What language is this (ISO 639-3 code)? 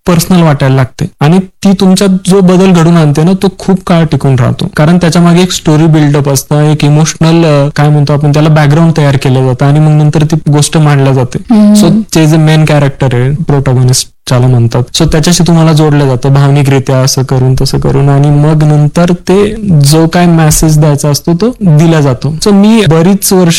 mar